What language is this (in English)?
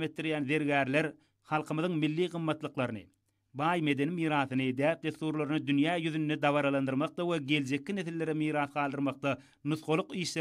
Turkmen